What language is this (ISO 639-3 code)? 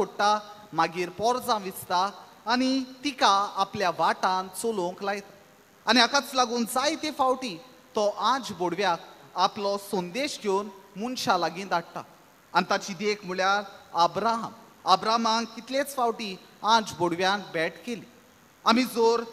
kok